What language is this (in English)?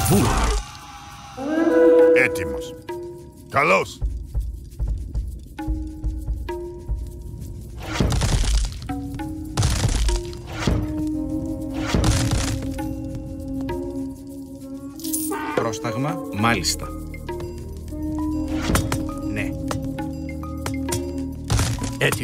Greek